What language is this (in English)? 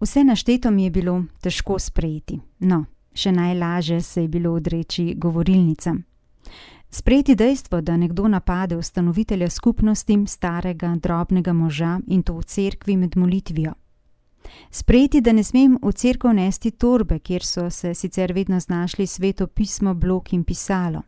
Slovenian